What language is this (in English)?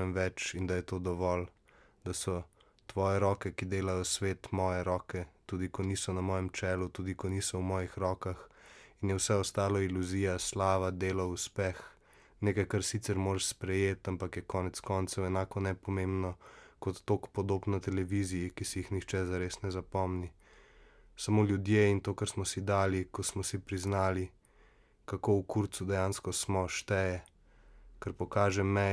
Slovenian